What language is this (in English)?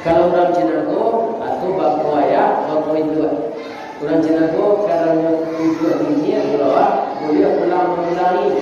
Minangkabau